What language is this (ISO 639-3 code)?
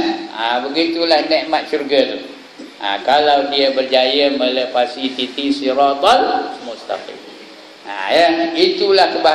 msa